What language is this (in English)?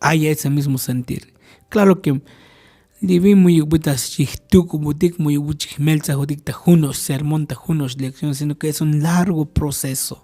Tzotzil